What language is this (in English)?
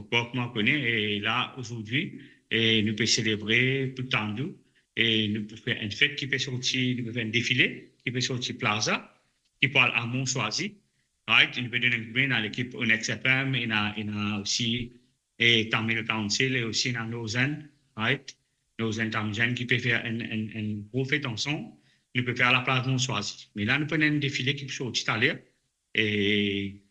Morisyen